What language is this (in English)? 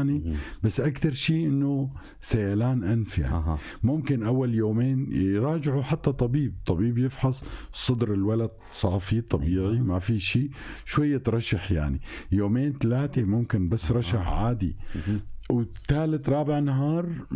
North Levantine Arabic